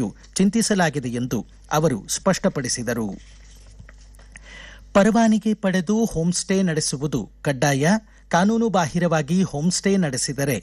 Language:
Kannada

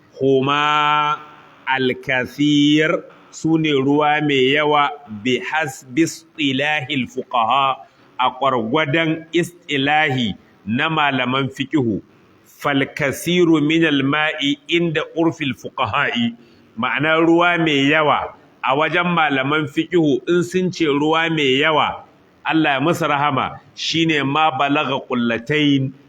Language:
Hausa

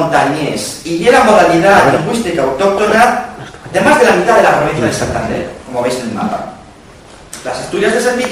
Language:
Asturian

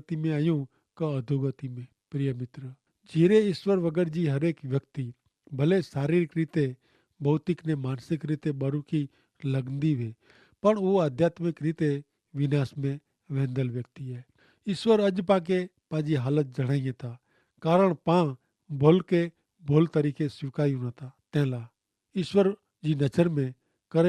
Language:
Kachhi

